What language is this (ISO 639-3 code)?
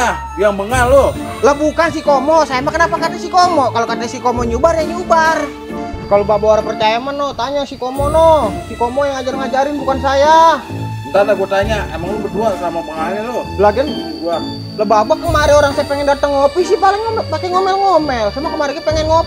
bew